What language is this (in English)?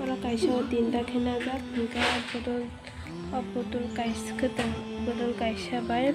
Kok Borok